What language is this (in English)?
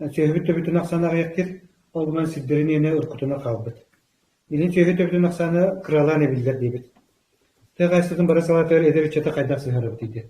Yakut